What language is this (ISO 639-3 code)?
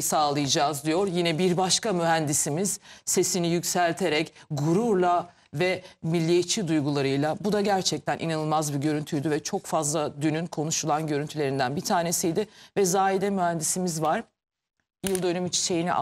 tur